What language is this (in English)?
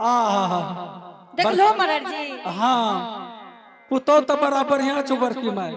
Angika